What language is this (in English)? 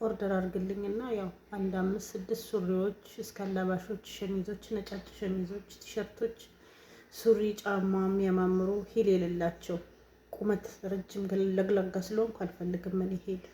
Amharic